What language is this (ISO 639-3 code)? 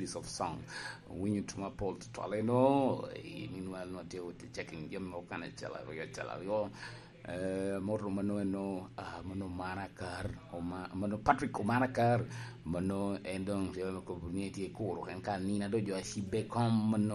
laj